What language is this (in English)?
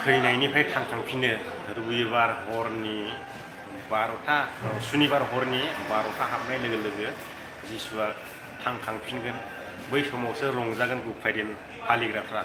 Bodo